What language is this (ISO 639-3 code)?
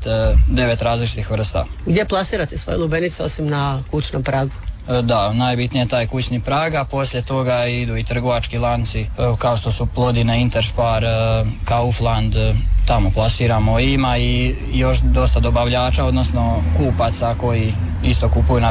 hrv